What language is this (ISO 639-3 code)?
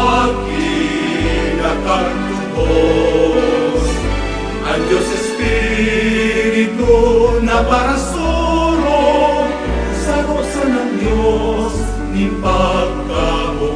bik